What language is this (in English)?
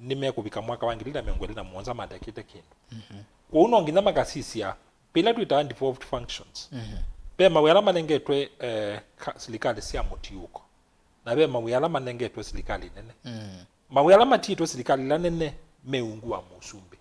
Kamba